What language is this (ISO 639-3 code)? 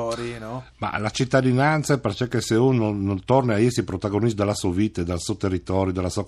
fur